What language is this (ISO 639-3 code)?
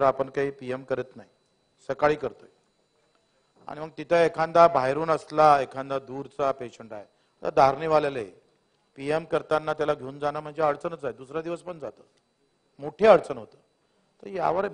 mar